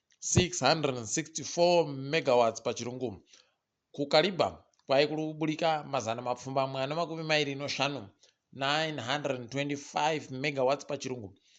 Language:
Ndau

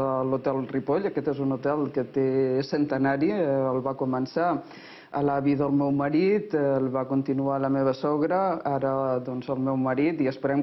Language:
Catalan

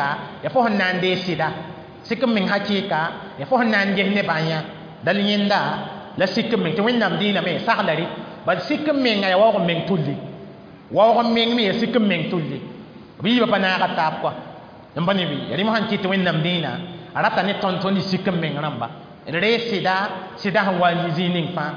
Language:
Mossi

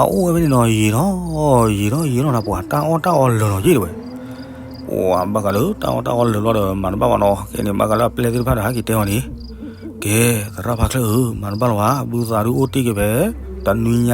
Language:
S'gaw Karen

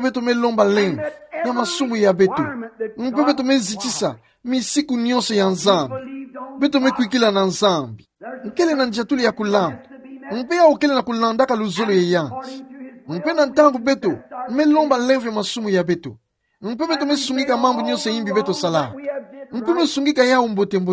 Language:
Kituba (Democratic Republic of Congo)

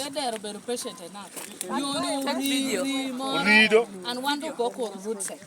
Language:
Lango (Uganda)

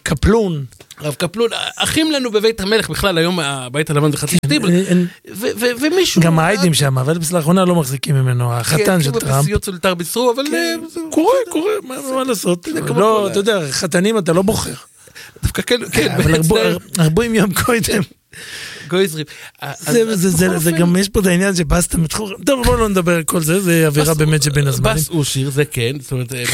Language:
Hebrew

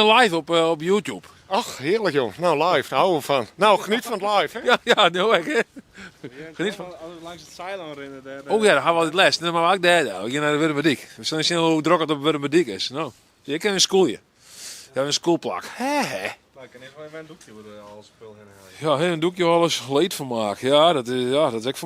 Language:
Western Frisian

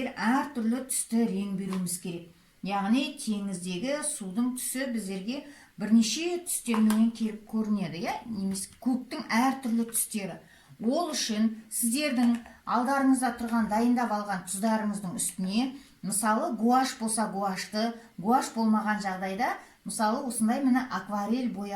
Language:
Kazakh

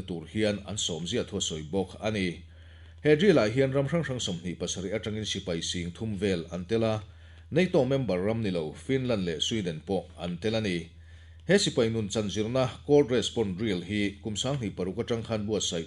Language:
Mizo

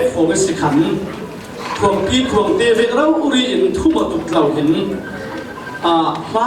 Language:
Falam Chin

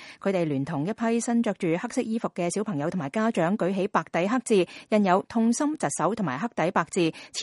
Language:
Cantonese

